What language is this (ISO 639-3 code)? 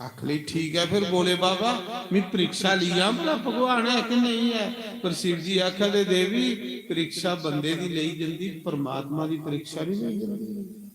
doi